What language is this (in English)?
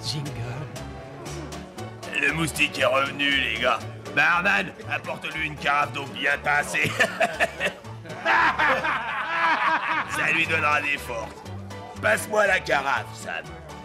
French